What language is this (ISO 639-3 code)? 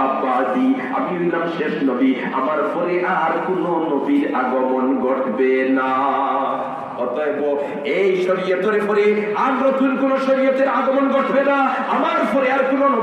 syl